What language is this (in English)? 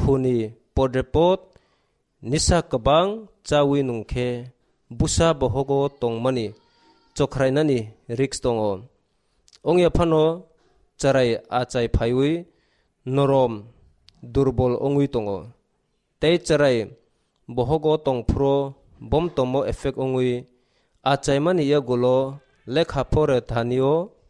Kok Borok